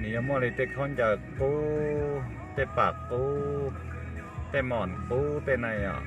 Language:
Hmong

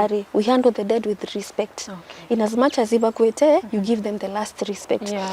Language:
Meru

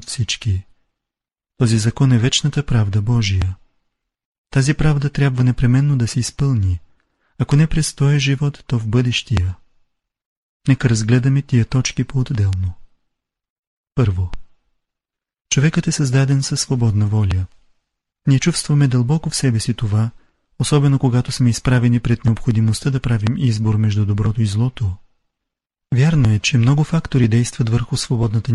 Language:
Bulgarian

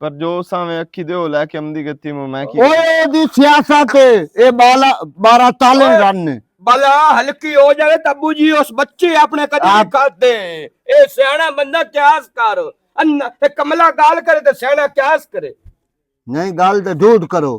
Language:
Western Panjabi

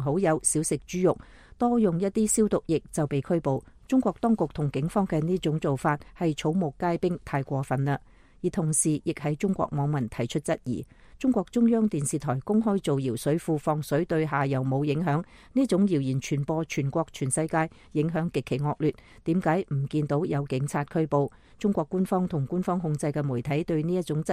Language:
Cantonese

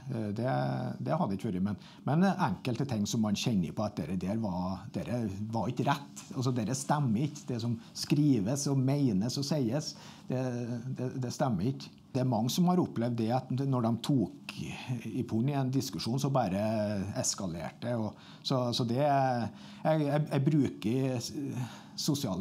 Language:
Norwegian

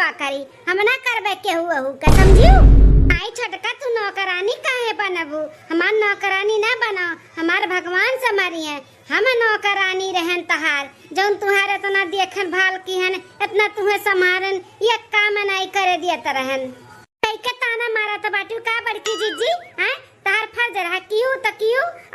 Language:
Awadhi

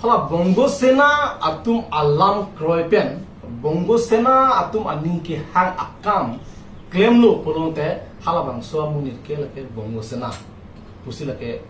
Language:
Karbi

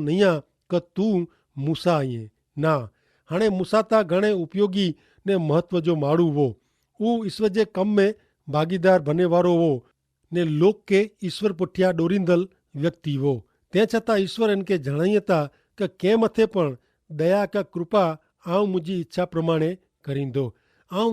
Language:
Kachhi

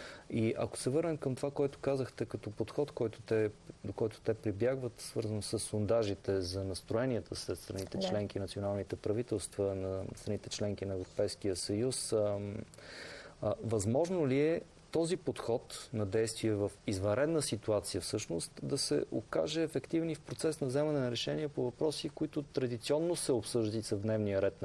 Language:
Bulgarian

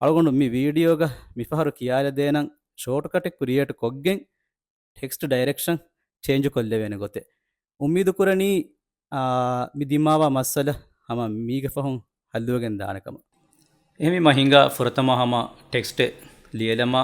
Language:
Divehi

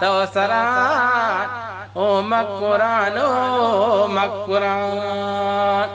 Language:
Eastern Balochi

